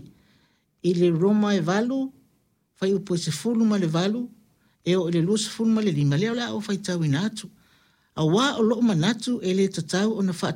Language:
Samoan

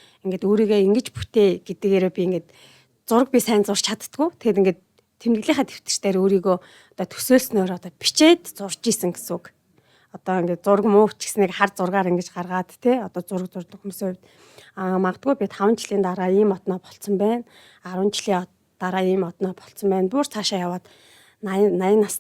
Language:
Mongolian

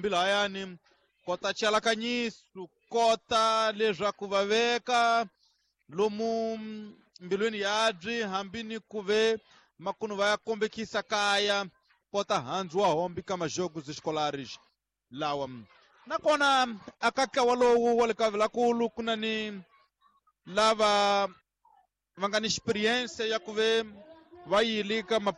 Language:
Tsonga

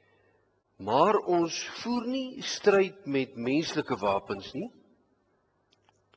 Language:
Afrikaans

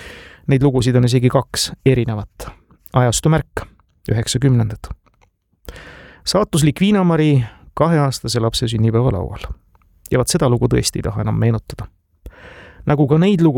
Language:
Estonian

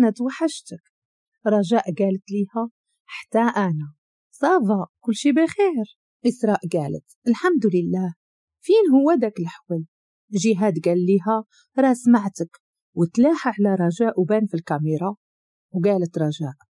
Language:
Moroccan Arabic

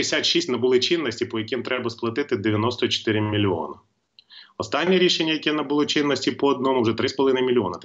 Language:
Ukrainian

